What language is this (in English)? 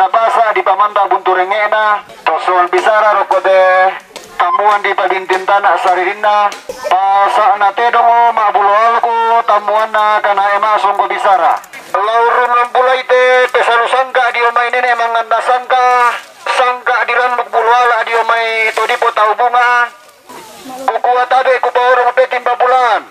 Toraja-Sa'dan